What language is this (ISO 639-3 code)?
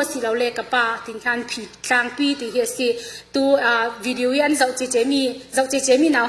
cfm